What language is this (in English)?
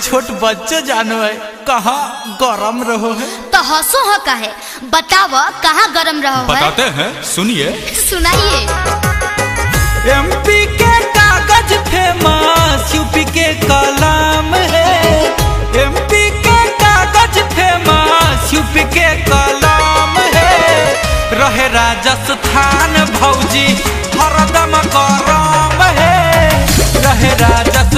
Bhojpuri